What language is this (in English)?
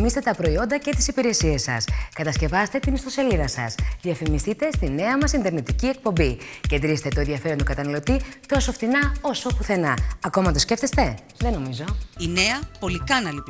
Greek